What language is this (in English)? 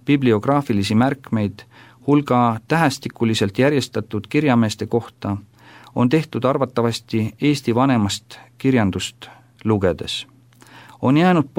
Estonian